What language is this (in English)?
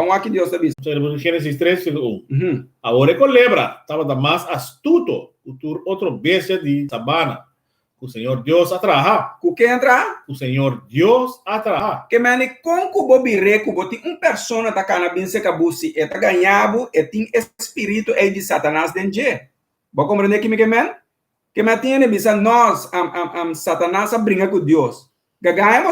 Papiamento